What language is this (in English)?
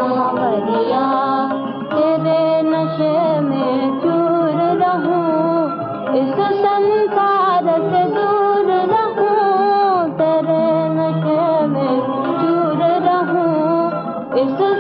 Hindi